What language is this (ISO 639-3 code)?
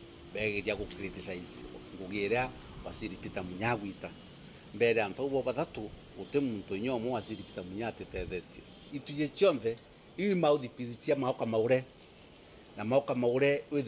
mer